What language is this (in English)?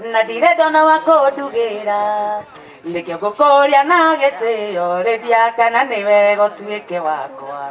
Kikuyu